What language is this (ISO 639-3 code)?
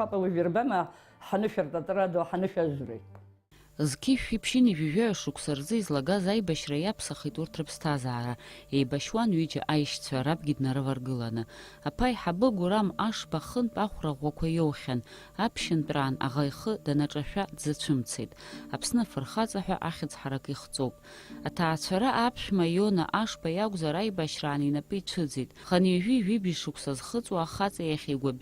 abk